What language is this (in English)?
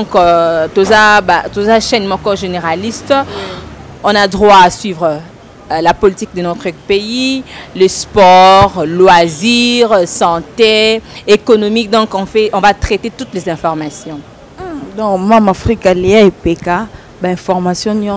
Lingala